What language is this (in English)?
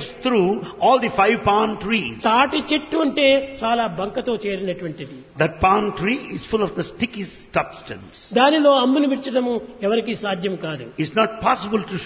Telugu